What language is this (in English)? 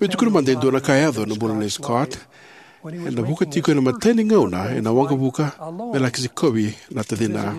Fijian